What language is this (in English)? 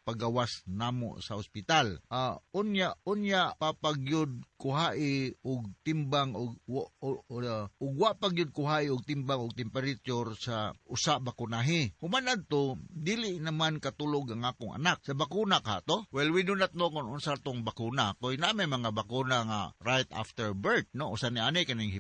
Cebuano